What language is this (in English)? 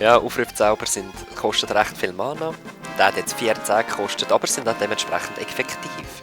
Swiss German